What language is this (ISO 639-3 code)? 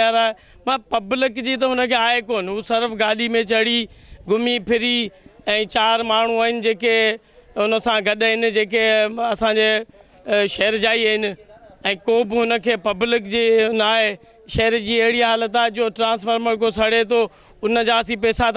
snd